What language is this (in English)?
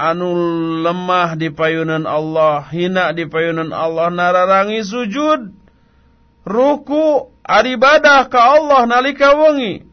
Sundanese